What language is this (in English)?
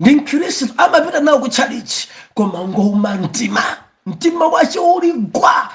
Nyanja